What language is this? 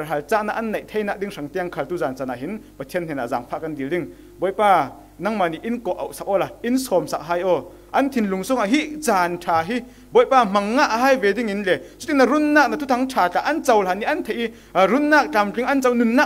Falam Chin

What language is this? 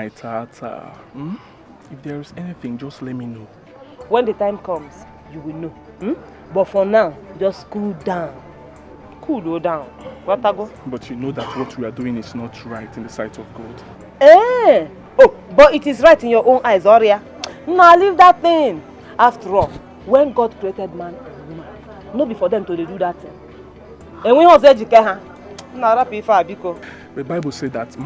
Nigerian Pidgin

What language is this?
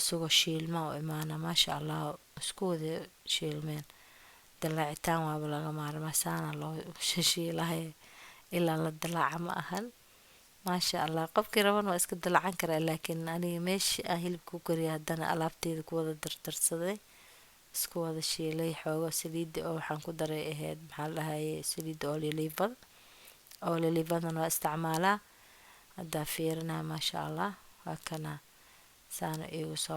Somali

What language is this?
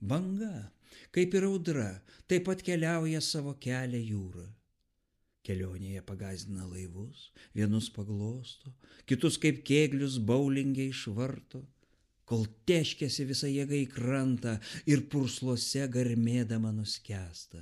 Lithuanian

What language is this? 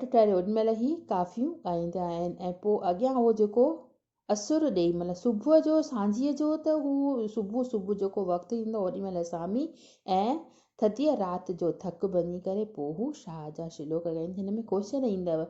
Sindhi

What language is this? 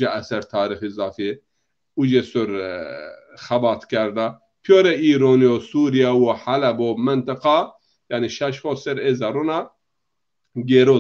Zaza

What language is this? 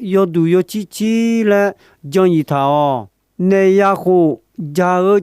Akha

